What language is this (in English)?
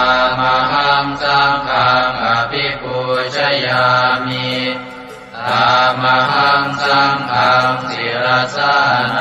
Pali